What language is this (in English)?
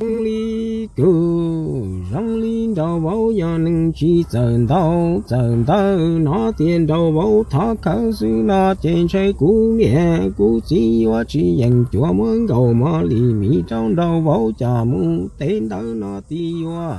Hmong